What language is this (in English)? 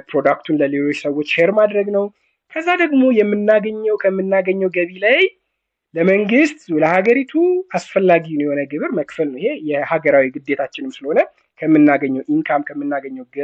Amharic